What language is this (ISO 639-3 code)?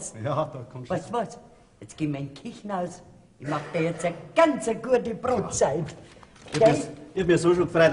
bar